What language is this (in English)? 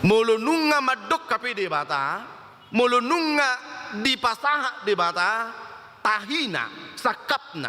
Batak Toba